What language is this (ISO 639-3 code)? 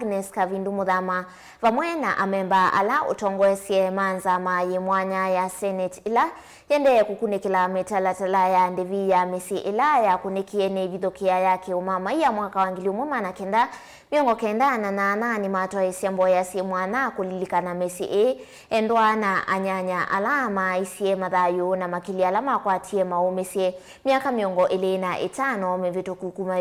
kam